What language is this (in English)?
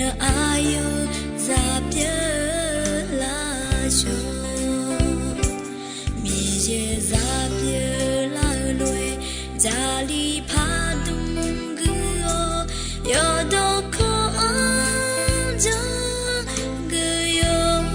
Akha